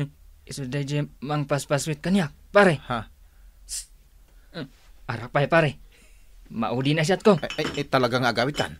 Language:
Iloko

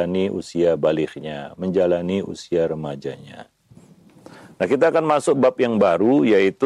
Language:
Indonesian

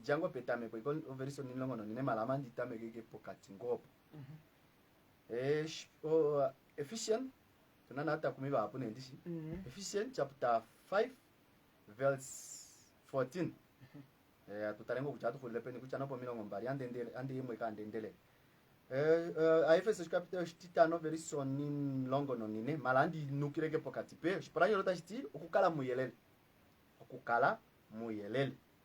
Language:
Kuanyama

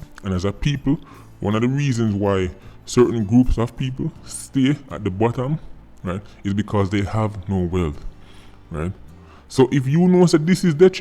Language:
Jamaican Creole English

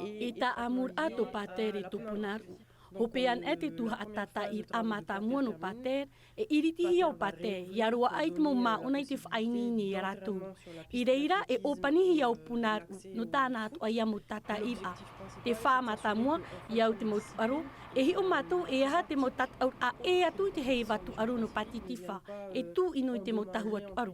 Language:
Tahitian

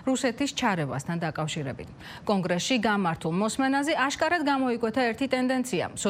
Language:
Georgian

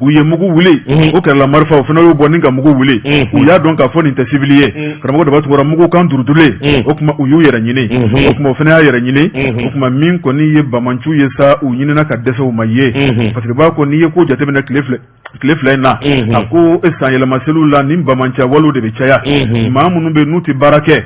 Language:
Bambara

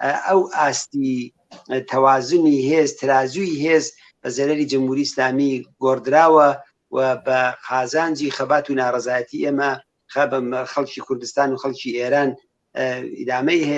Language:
Central Kurdish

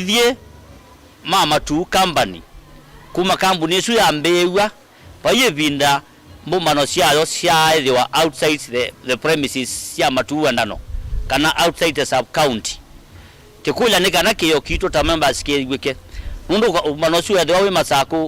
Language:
Kamba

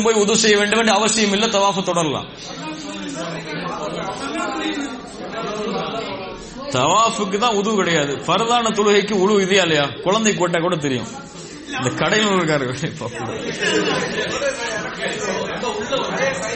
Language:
Tamil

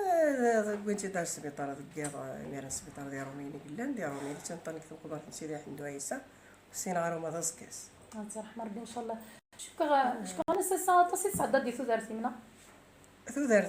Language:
Kabyle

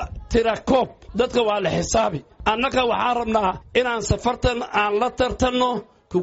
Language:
Somali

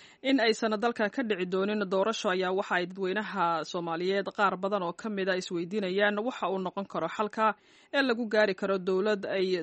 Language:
Somali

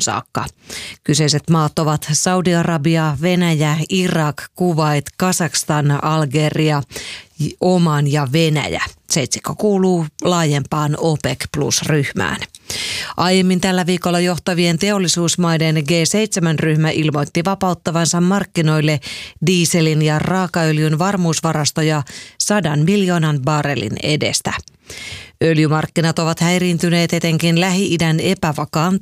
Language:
Finnish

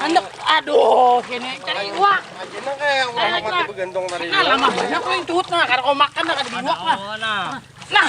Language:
Banjar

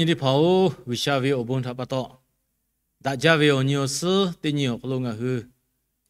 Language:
Lahu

